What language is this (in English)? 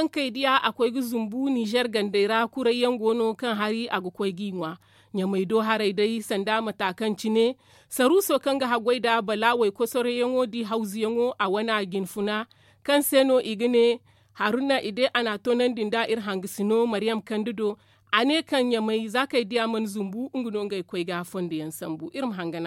Zarma